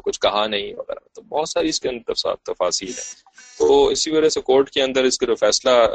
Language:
Urdu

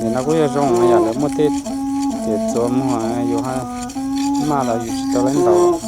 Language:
Hmong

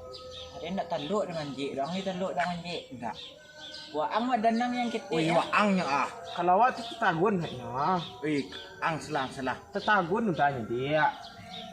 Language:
Minangkabau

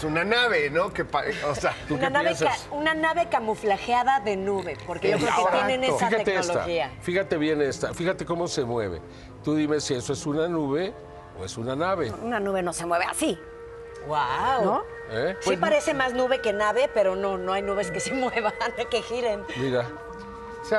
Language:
Spanish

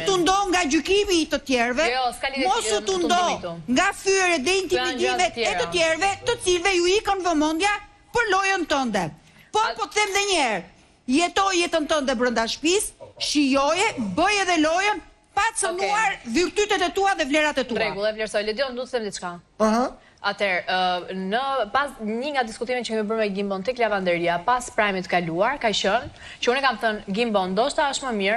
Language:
Albanian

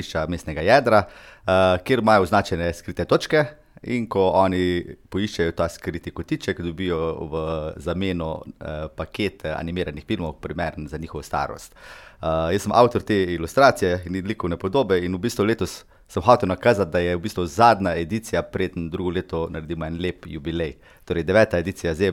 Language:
Slovenian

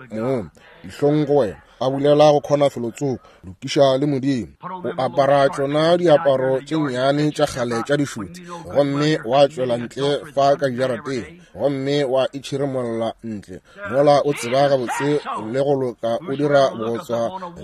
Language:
Northern Sotho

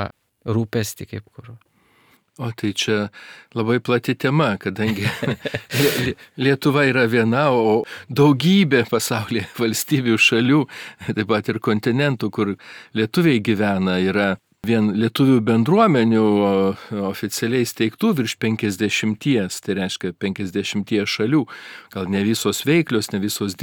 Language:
Lithuanian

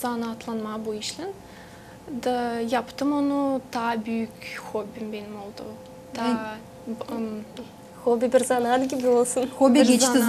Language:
Gagauz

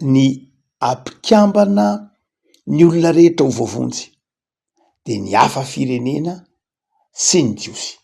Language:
Malagasy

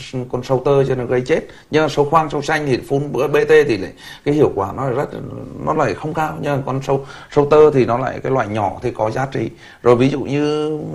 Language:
Vietnamese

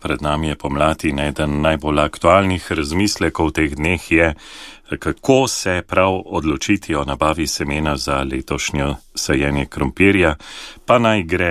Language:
Slovenian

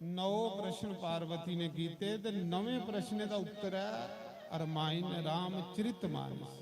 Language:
Dogri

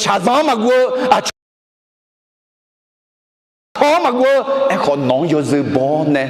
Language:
Akha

